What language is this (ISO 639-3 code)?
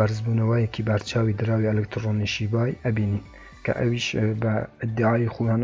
ckb